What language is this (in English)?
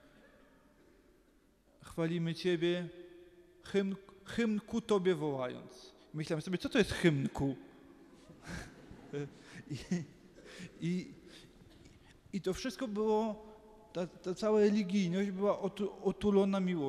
Polish